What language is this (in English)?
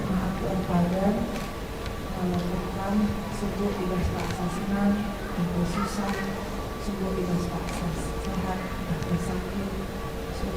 Batak Karo